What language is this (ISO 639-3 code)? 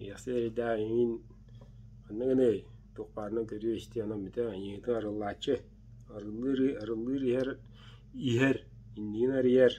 sah